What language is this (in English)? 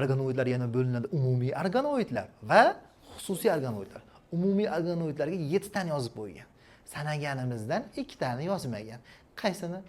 Uzbek